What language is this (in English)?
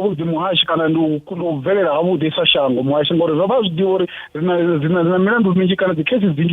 Venda